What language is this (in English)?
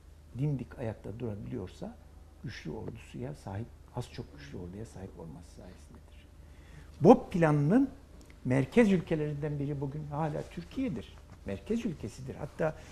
Turkish